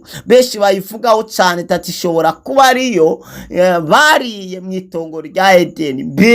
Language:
Rundi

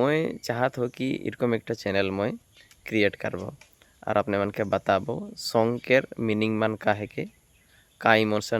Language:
Sadri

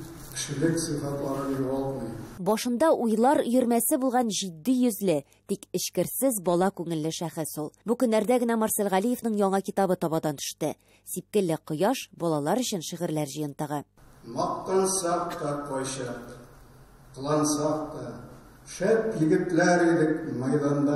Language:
Tatar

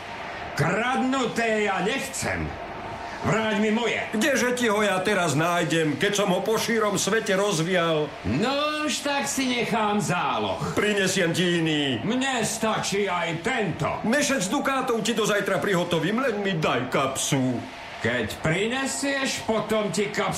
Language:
Slovak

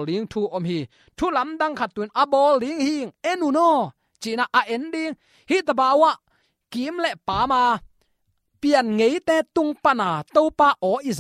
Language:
Tedim Chin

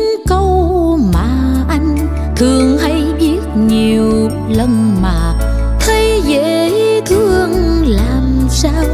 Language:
Vietnamese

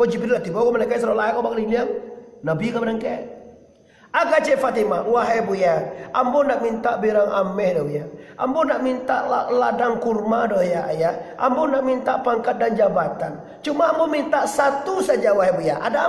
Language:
Minangkabau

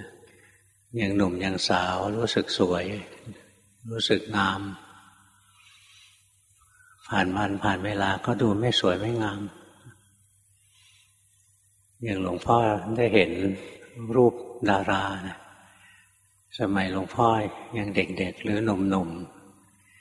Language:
Thai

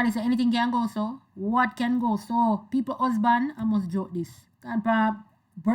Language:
Jamaican Creole English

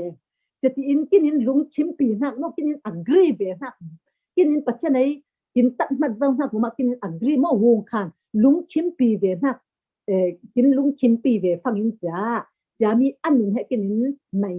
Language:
Falam Chin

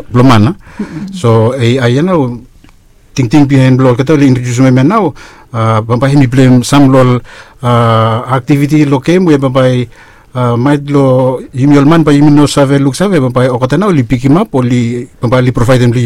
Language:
Bislama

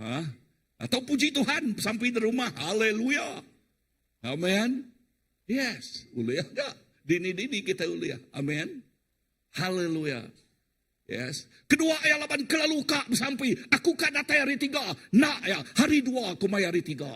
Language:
Iban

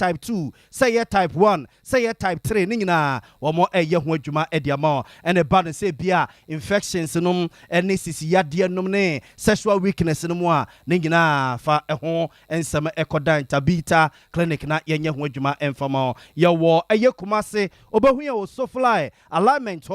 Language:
Akan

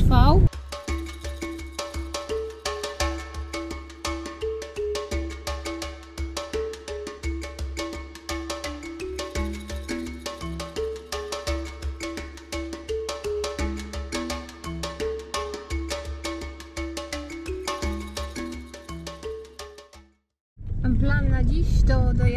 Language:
Polish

